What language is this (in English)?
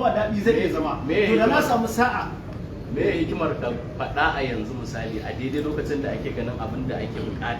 Hausa